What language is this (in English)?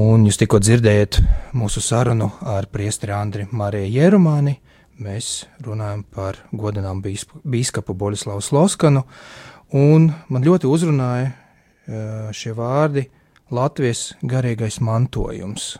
Latvian